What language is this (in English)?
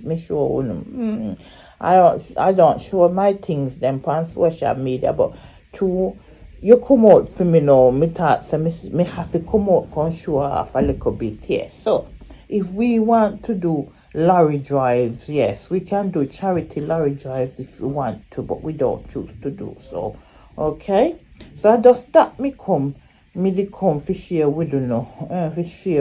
Jamaican Creole English